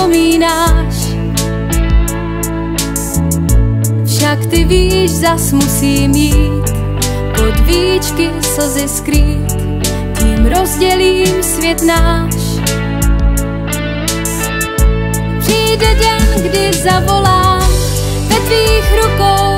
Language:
Czech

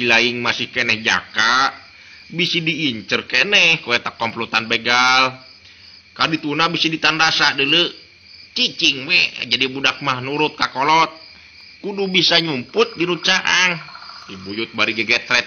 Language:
Sundanese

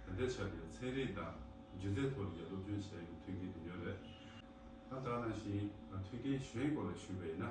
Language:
Tibetan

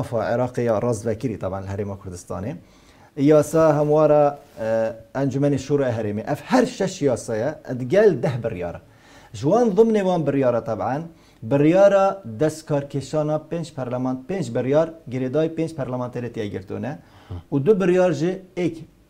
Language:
Kurdish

